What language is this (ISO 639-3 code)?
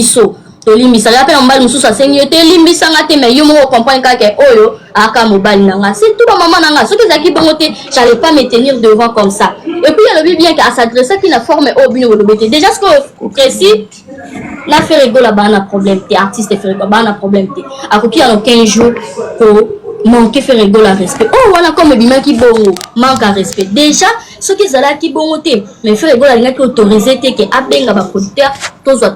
lin